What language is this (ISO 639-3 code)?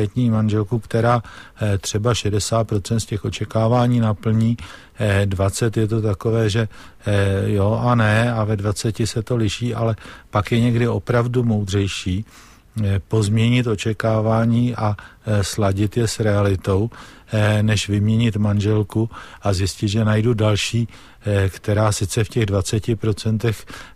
ces